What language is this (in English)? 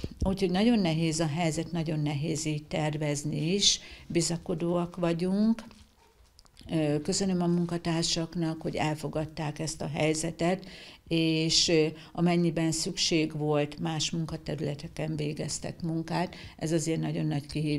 Hungarian